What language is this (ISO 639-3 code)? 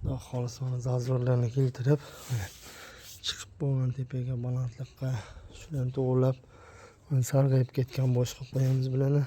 uzb